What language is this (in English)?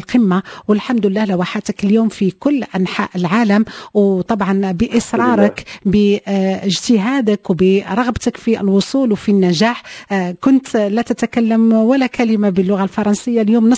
Moroccan Arabic